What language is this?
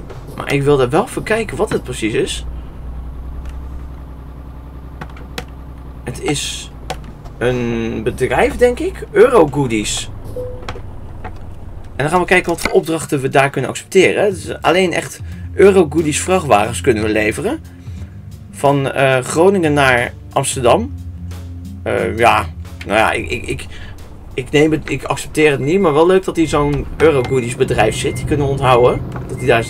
Dutch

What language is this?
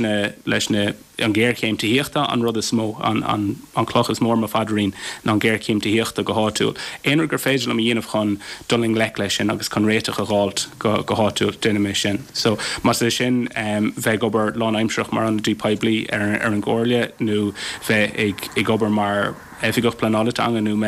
Irish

